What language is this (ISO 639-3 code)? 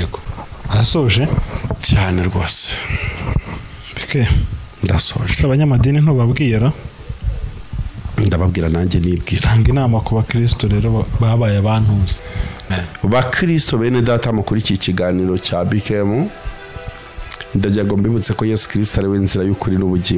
kin